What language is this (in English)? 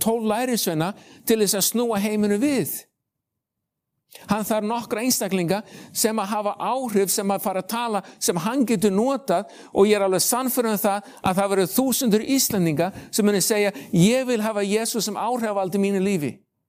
Icelandic